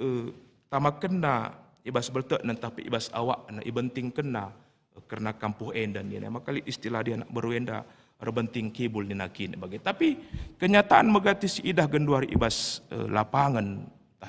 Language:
Batak Karo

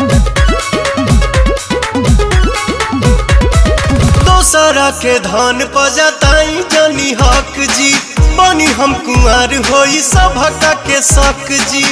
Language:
Bhojpuri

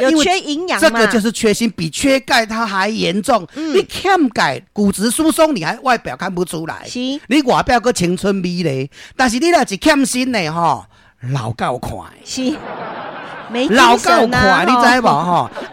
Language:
Min Nan Chinese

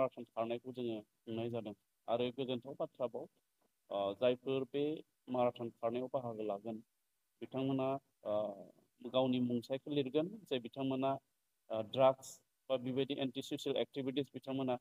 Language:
Bodo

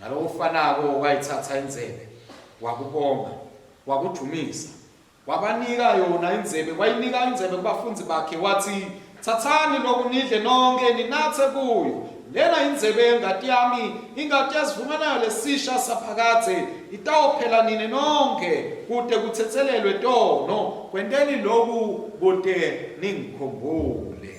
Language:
Swati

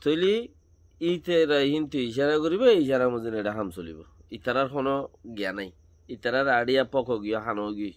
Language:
Rohingya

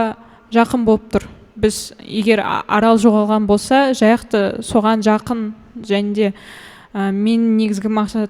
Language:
Kazakh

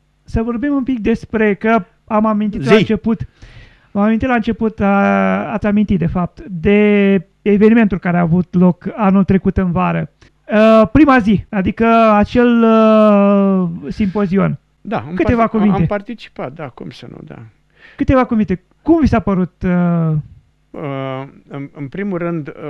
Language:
Romanian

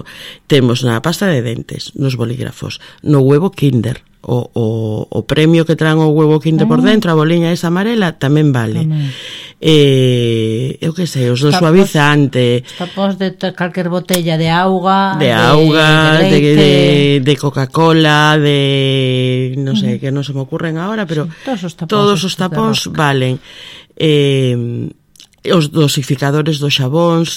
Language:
Galician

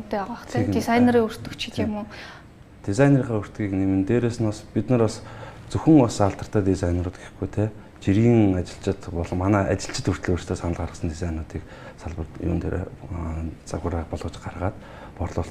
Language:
Mongolian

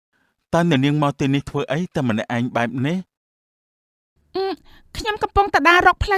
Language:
Khmer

